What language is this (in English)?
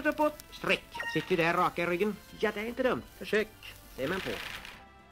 Swedish